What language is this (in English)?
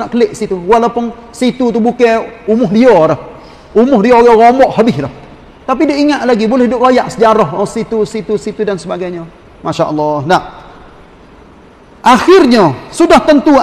Malay